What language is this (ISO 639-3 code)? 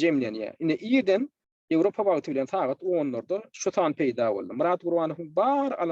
tuk